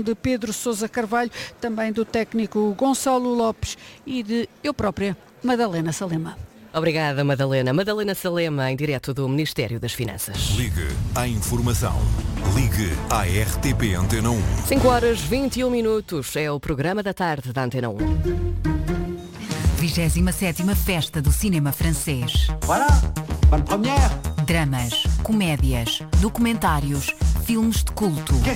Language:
Portuguese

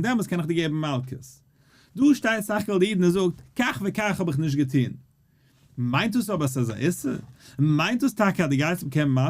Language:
Yiddish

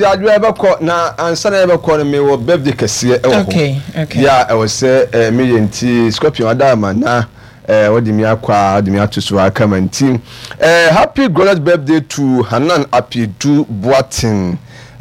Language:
Akan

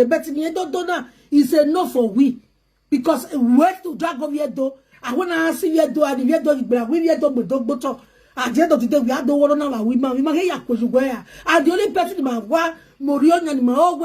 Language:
Nigerian Pidgin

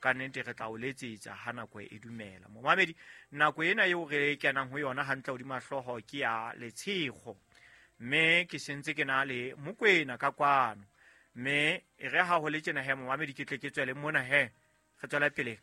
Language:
Southern Sotho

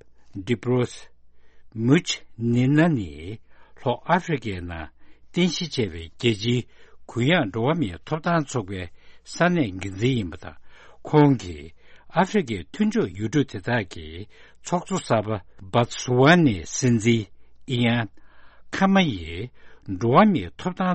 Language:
Tibetan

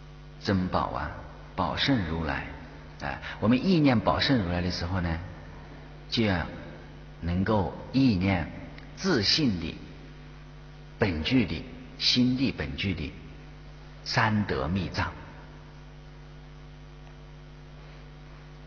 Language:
Chinese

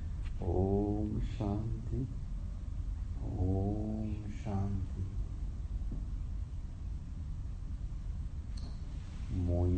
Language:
Spanish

